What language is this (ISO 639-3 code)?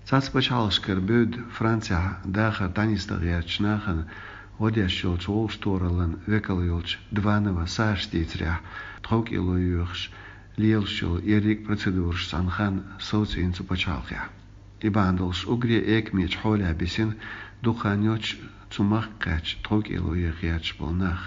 che